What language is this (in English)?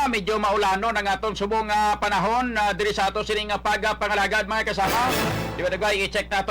Hiligaynon